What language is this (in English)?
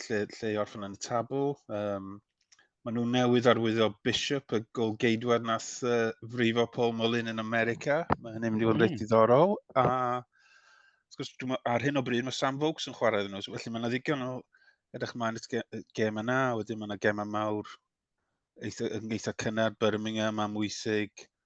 Welsh